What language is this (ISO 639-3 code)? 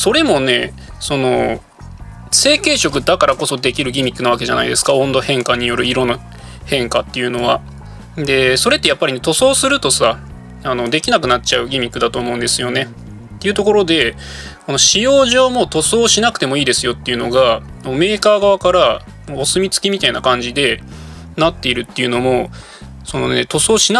jpn